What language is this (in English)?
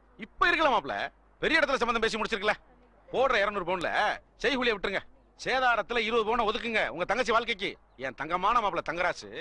Tamil